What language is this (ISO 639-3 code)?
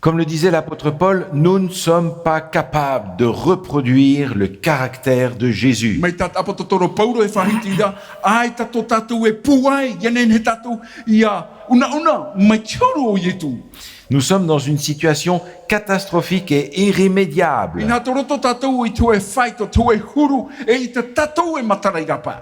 tah